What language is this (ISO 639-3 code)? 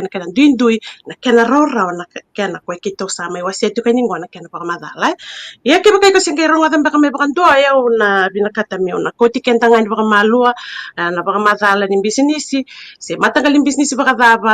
fij